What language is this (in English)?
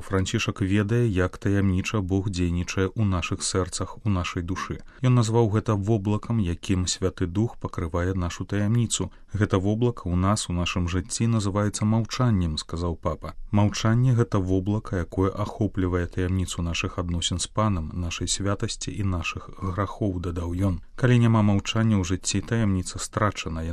Belarusian